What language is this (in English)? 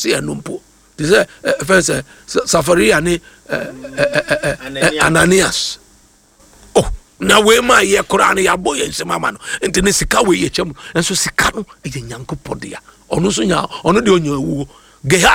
Akan